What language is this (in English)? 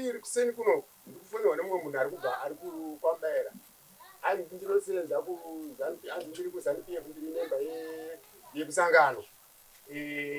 Shona